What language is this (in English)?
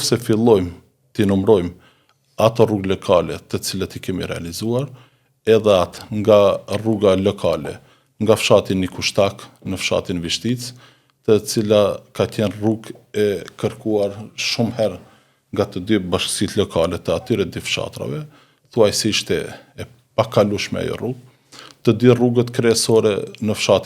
Albanian